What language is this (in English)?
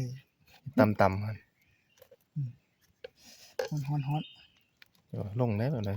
Northeastern Thai